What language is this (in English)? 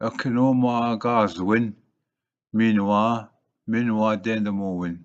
Ojibwa